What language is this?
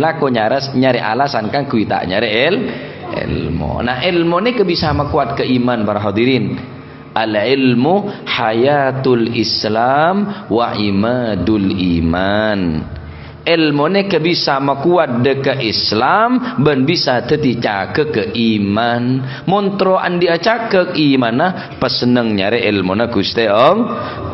Madurese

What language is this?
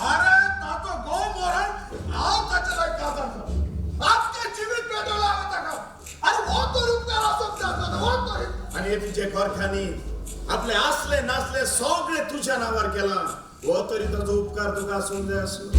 Konkani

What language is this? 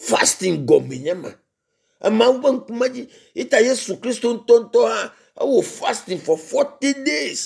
Ewe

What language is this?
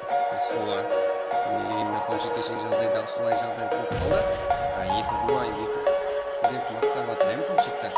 Kara-Kalpak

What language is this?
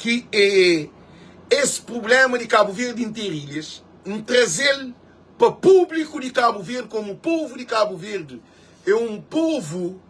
Kabuverdianu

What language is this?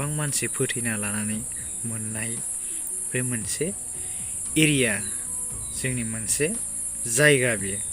Bodo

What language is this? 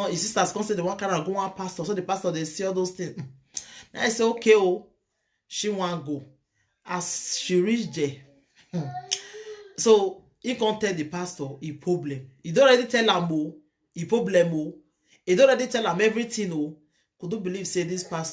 Nigerian Pidgin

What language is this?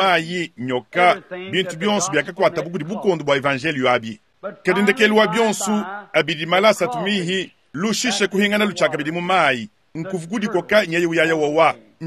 Luba-Lulua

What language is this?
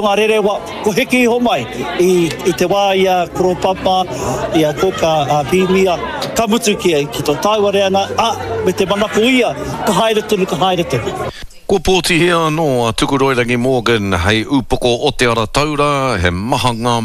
Māori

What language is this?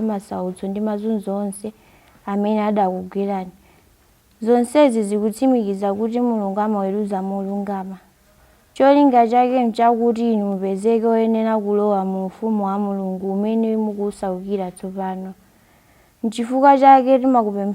Nyanja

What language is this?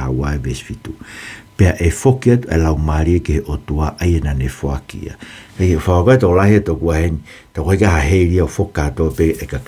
Tongan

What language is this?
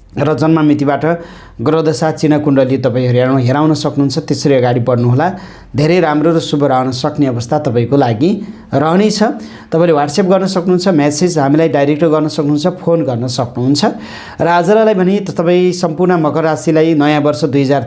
Nepali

